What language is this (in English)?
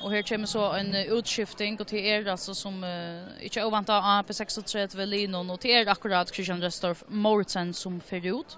Faroese